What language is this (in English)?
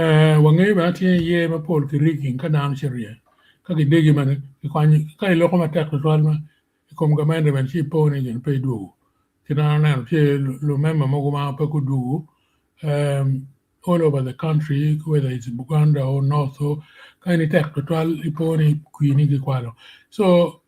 Acoli